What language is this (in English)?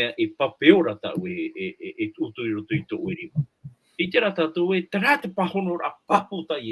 Tahitian